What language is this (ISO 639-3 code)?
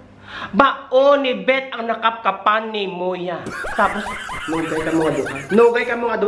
hil